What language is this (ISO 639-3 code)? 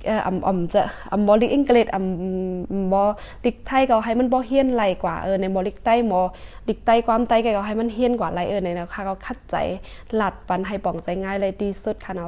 shn